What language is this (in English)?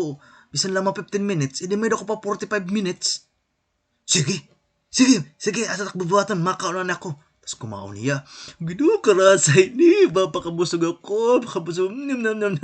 Waray